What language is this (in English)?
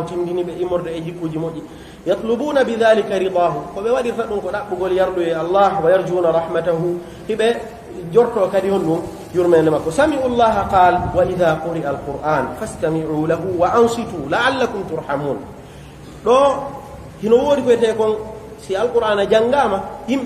Pular